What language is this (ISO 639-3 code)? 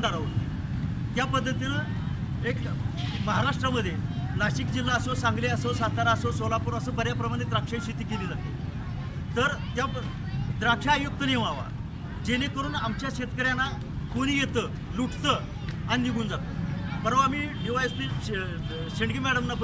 mar